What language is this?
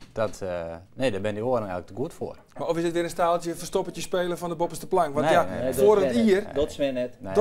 Western Frisian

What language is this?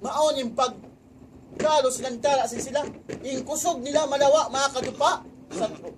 Tausug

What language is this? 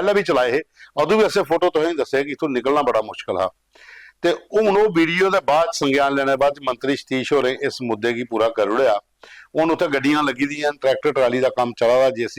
Dogri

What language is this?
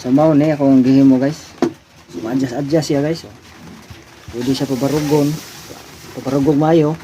Cebuano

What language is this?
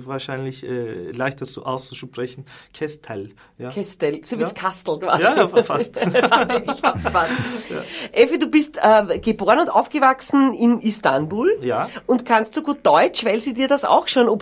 Bavarian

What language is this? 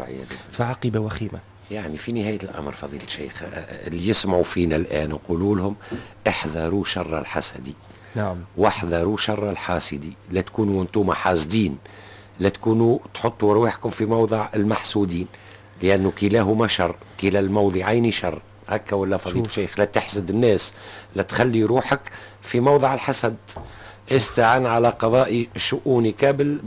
Tunisian Arabic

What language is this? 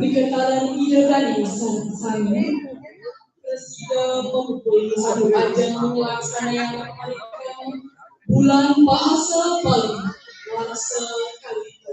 Balinese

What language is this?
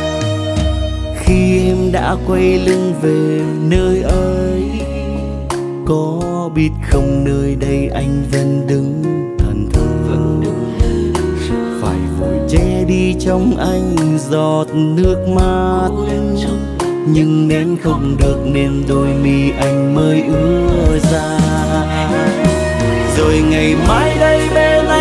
Vietnamese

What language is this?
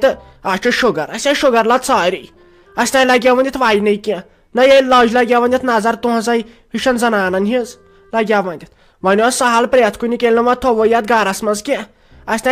Kashmiri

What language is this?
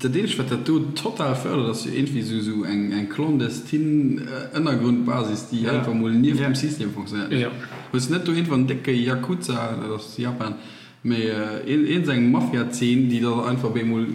Luxembourgish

